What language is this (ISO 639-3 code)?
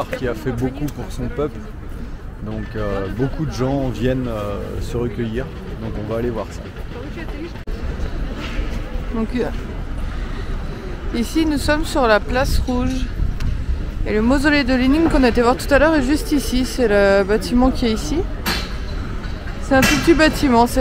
fra